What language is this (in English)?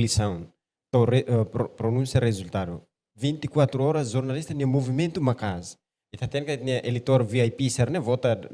Tetum